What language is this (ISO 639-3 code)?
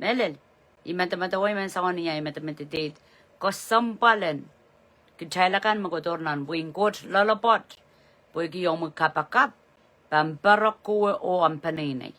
pon